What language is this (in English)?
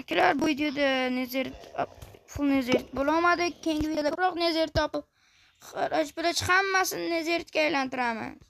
Uzbek